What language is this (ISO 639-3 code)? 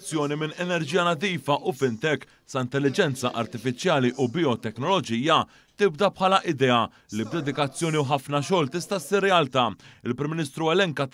mlt